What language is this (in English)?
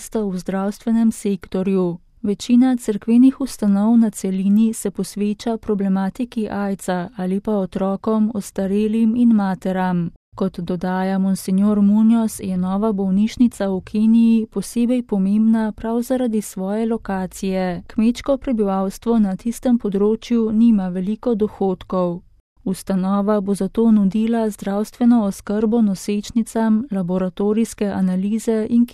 Slovenian